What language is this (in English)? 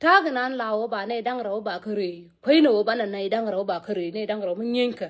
Nuer